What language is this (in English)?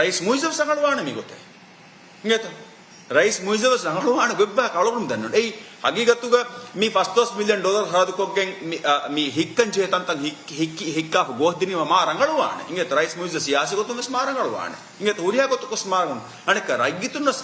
Divehi